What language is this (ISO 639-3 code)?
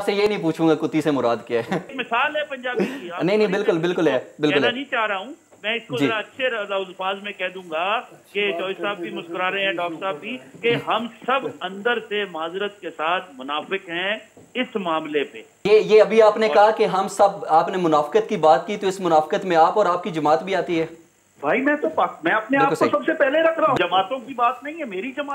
urd